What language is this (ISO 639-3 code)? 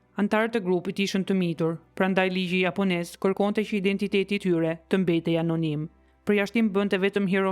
sqi